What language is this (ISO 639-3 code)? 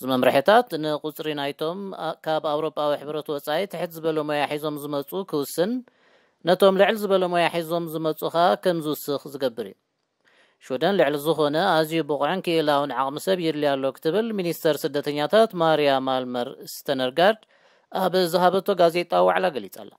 tir